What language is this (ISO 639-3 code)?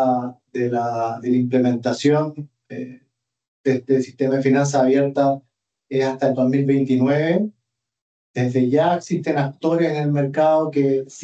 spa